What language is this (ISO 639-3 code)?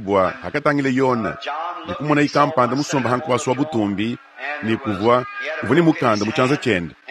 lua